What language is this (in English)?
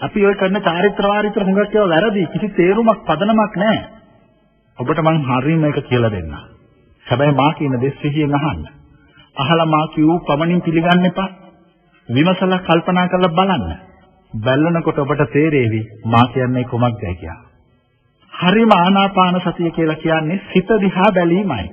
Sinhala